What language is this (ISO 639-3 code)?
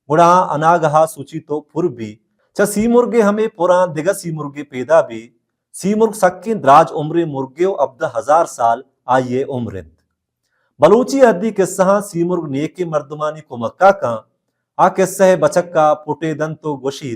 bal